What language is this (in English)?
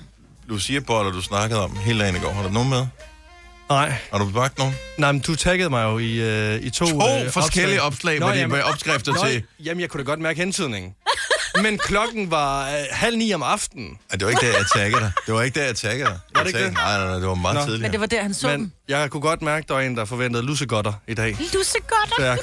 Danish